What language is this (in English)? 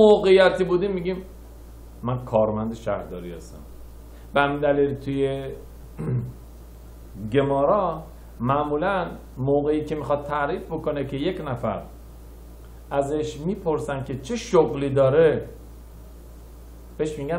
Persian